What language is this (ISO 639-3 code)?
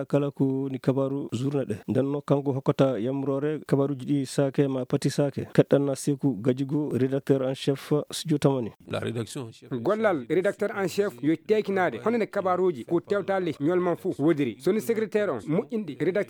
ful